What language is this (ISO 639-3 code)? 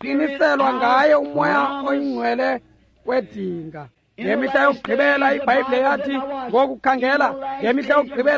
xho